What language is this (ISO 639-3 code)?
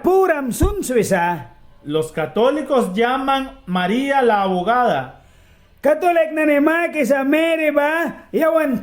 miq